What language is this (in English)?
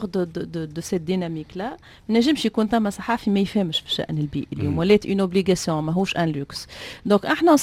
Tunisian Arabic